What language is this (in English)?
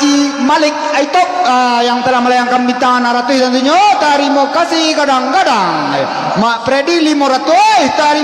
Minangkabau